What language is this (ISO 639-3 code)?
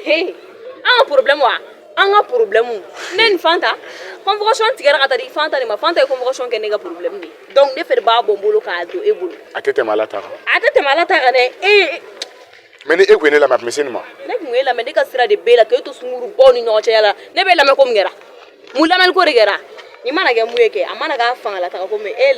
bam